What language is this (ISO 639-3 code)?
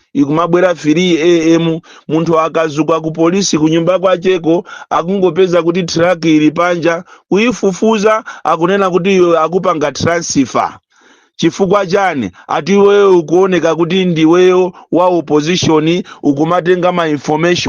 nya